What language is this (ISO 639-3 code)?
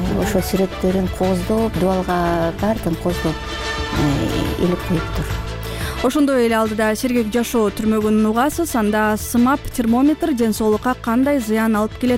kir